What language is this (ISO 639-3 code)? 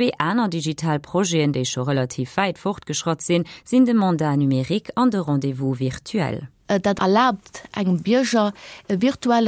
ltz